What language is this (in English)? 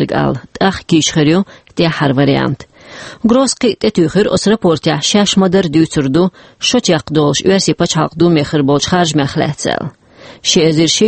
Chechen